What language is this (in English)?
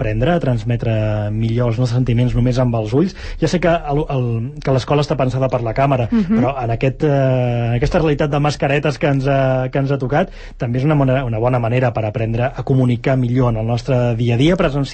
Catalan